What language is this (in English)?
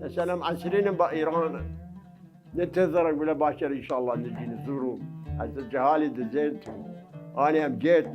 Mesopotamian Arabic